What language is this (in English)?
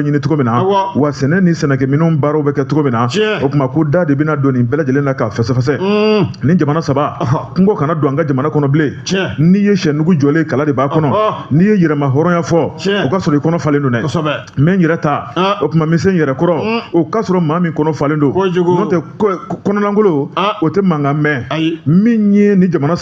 Bambara